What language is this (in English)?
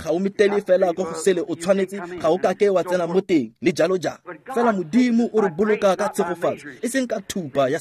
Tswana